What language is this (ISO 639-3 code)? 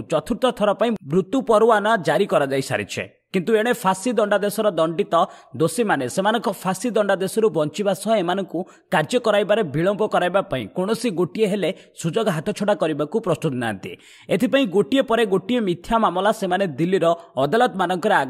ori